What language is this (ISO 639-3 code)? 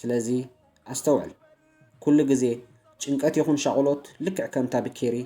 tir